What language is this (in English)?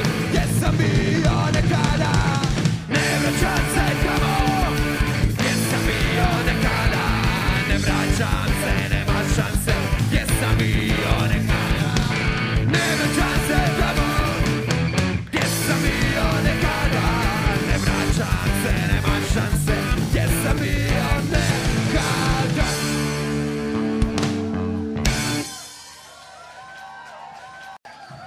Croatian